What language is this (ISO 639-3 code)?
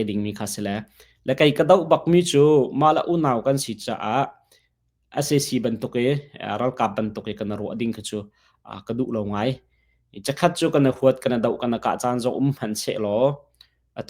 cnh